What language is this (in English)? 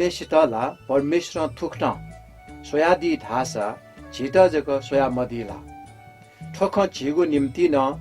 Newari